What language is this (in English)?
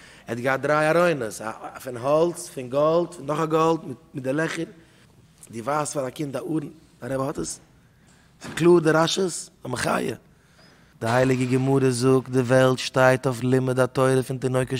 Yiddish